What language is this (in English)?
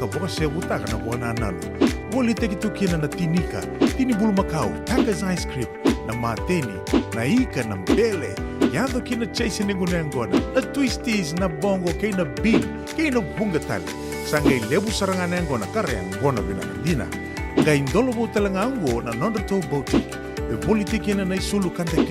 Fijian